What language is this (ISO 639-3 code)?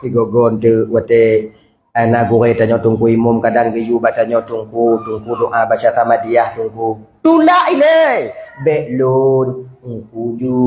ace